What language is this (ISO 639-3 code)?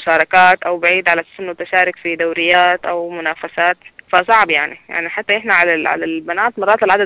apd